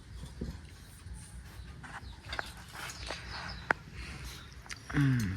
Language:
Lao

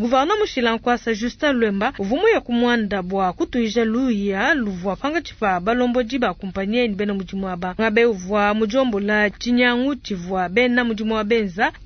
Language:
Luba-Lulua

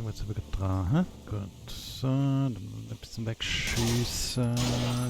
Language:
Swiss German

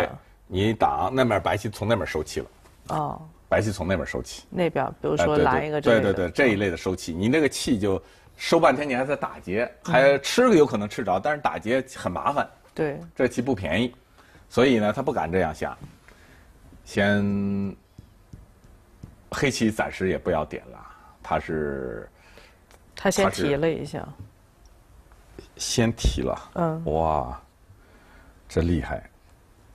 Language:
Chinese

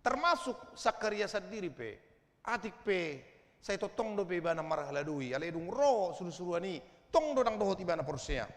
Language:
Batak Toba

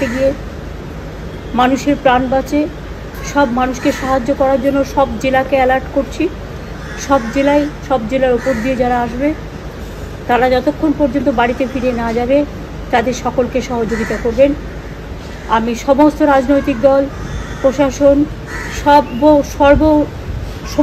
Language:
Bangla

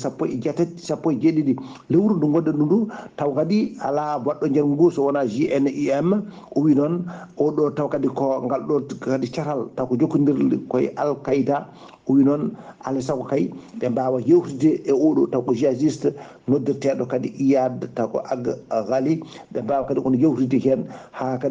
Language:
Fula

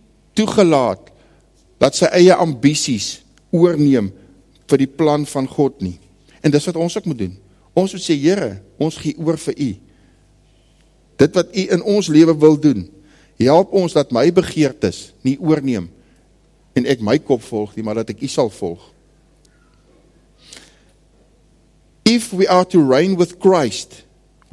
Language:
Afrikaans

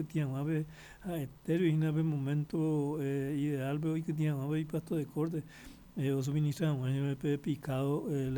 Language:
Guarani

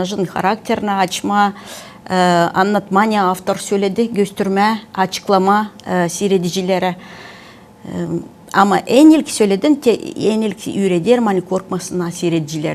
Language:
Gagauz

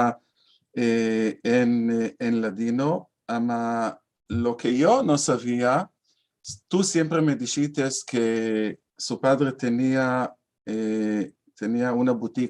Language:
Ladino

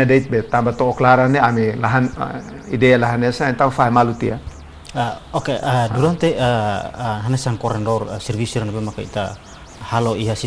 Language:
Tetum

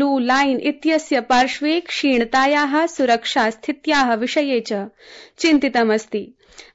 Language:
Sanskrit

